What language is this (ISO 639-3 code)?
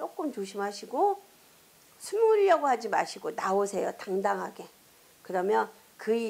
kor